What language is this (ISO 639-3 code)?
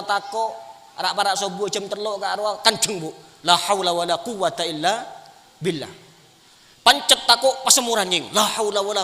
mad